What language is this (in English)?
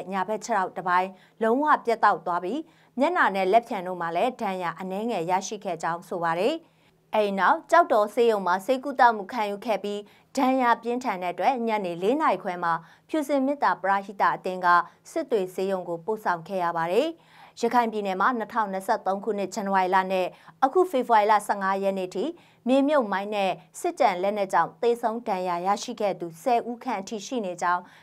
Burmese